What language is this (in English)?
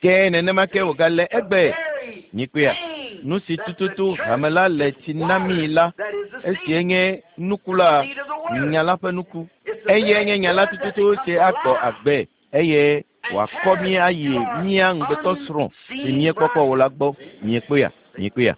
Ewe